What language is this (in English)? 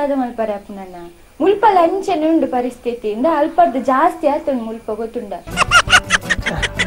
Tulu